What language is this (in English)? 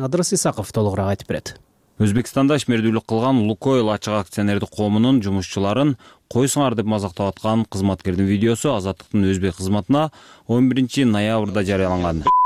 Kyrgyz